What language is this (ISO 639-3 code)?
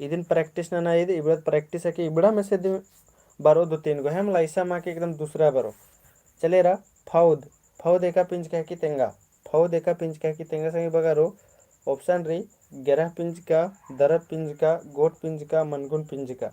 kru